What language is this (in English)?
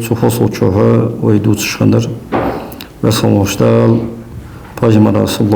Ingush